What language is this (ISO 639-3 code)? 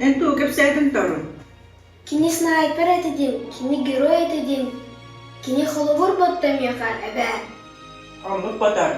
sah